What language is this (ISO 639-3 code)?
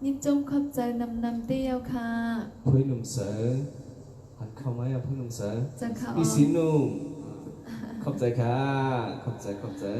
shn